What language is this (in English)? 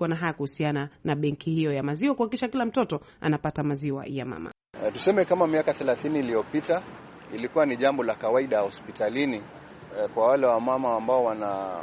Swahili